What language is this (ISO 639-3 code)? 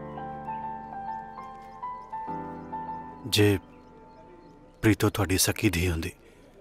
pan